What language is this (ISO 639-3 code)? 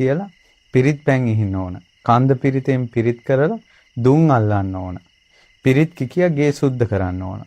sin